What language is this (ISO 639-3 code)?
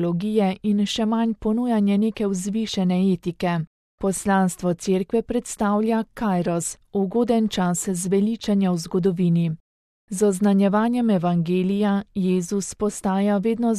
slv